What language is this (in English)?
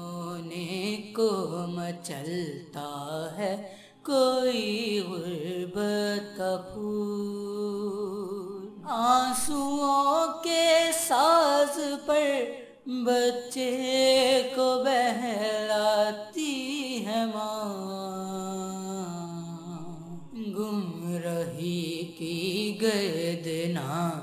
Urdu